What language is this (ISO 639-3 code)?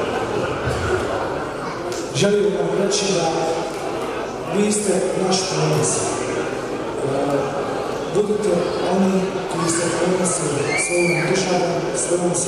bos